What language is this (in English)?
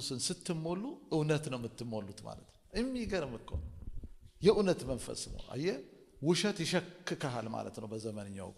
Amharic